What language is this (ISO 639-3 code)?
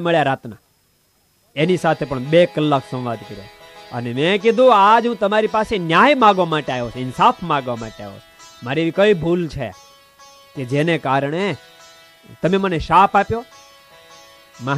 guj